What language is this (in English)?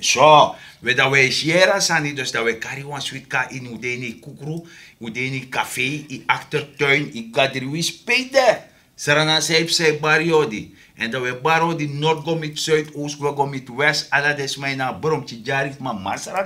Sranan Tongo